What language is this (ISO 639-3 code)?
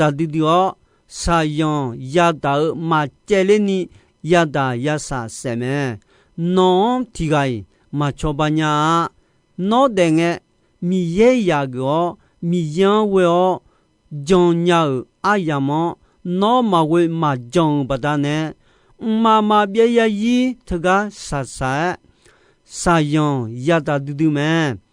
ahk